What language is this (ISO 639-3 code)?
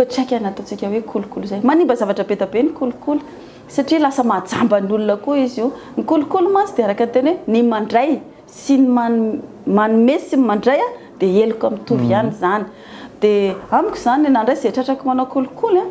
mlg